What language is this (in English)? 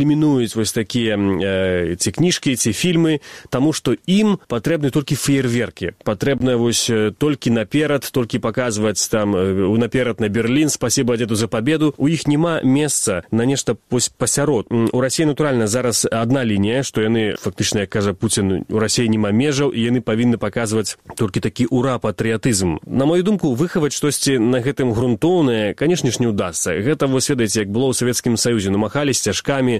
Belarusian